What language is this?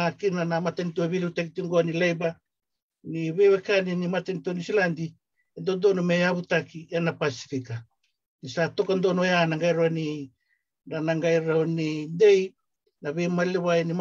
Fijian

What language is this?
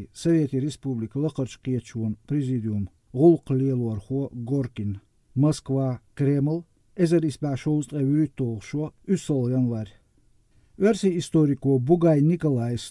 Chechen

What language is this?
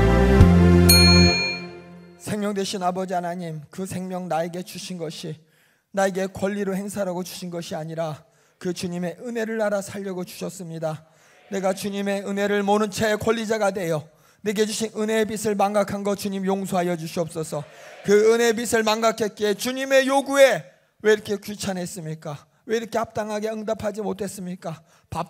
Korean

